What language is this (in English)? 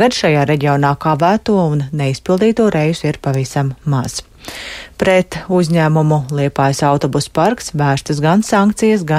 Latvian